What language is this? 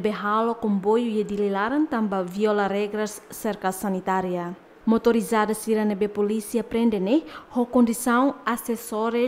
Tetum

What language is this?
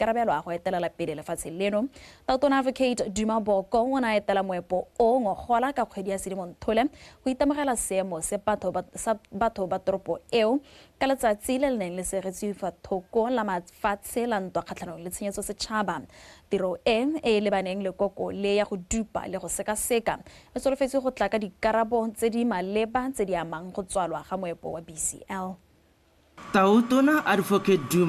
Tswana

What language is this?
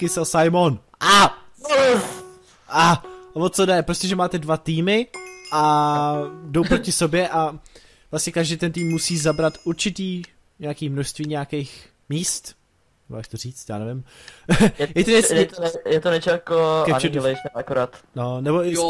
Czech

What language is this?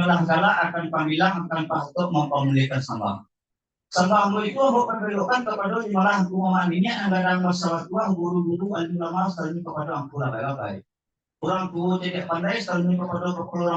Minangkabau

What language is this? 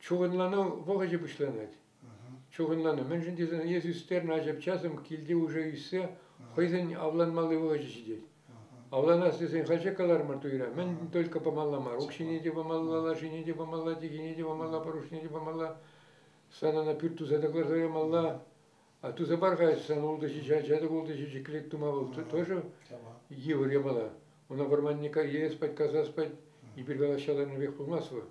Chuvash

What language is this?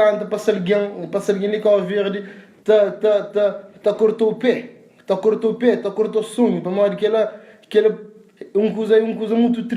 Kabuverdianu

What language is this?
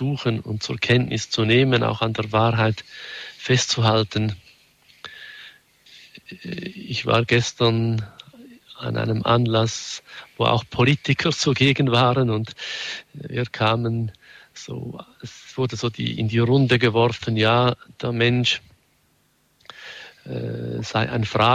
German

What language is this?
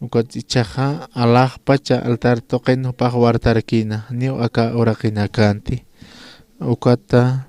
Aymara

